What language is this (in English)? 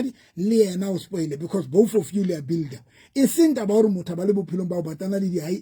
Southern Sotho